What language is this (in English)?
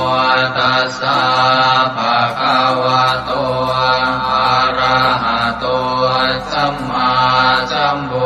Pali